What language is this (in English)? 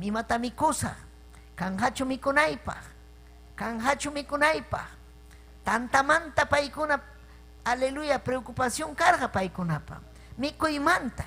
Ayacucho Quechua